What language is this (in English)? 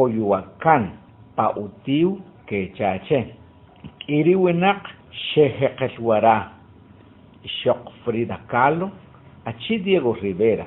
Achi